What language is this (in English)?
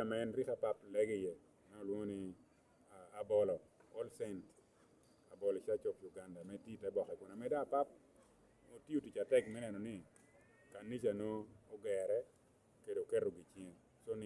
Lango (Uganda)